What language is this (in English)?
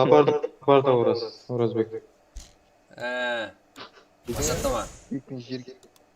Kara-Kalpak